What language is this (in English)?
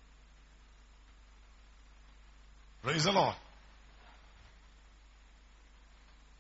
Malayalam